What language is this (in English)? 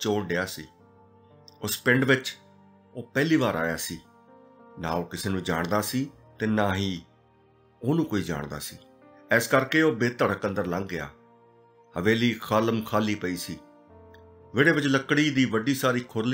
Punjabi